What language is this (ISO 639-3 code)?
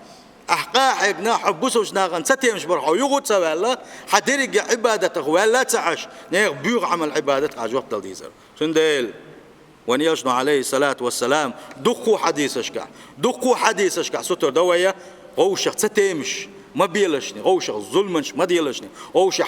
che